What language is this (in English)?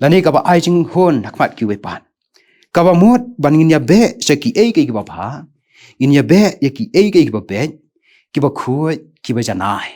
Khasi